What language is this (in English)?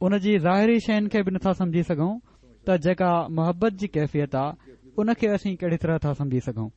Sindhi